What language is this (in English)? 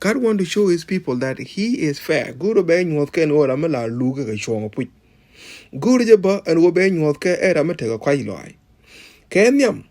Nuer